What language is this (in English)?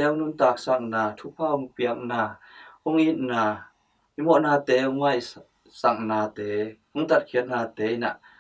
Tedim Chin